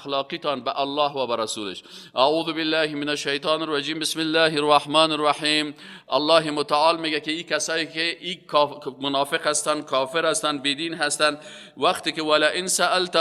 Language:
Persian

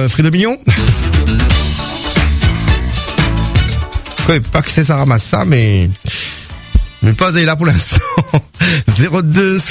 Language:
French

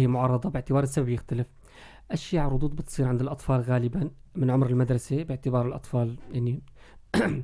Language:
North Levantine Arabic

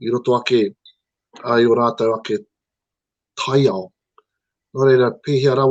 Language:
Māori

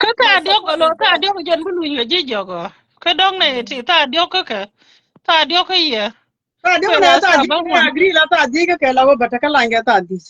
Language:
Nuer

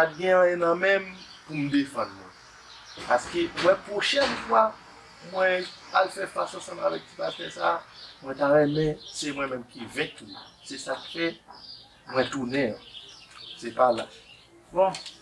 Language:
Haitian Creole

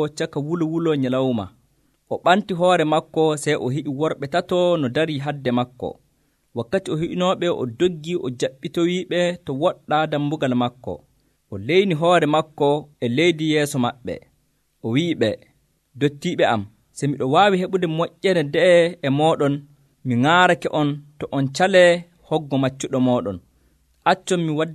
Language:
Nigerian Fulfulde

